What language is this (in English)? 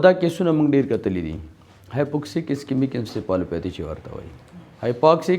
Pashto